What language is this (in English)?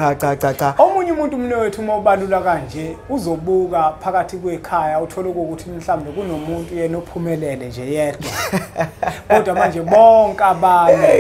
Zulu